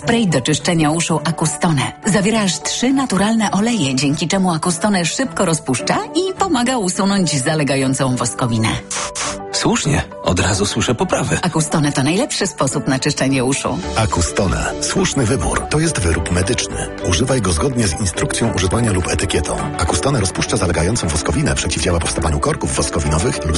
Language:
Polish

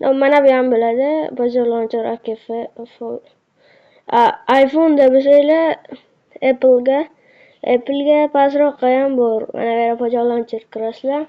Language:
Uzbek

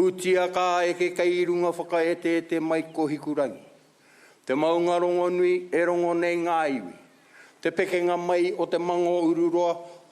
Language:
Māori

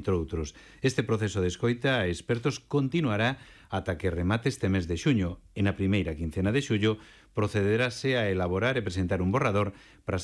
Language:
Galician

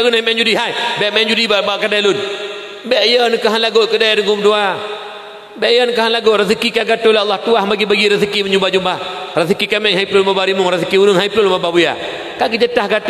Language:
Achinese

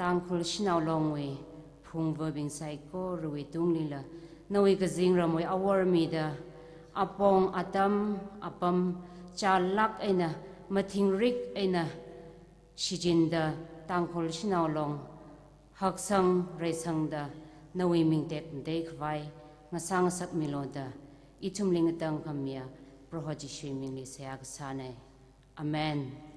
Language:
Tangkhul Naga (India)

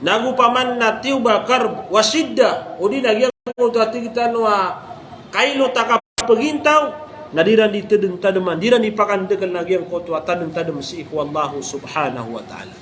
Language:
Maranao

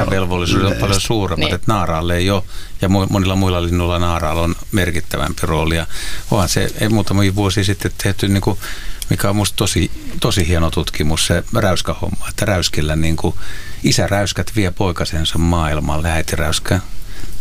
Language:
Finnish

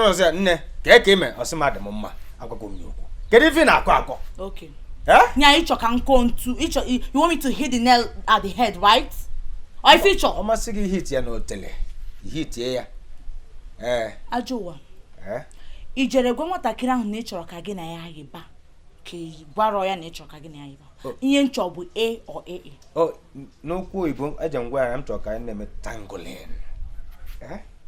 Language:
Igbo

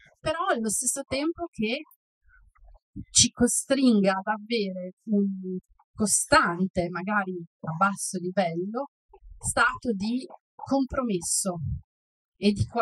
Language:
Italian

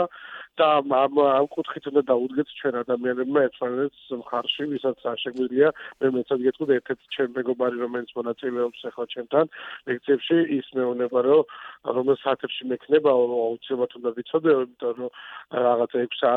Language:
Georgian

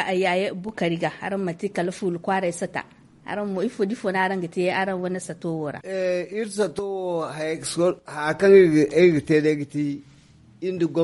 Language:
Zarma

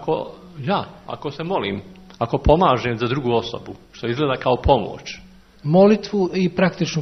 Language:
Serbian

